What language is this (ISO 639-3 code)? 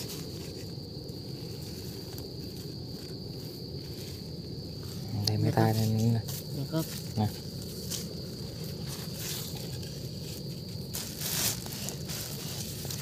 vie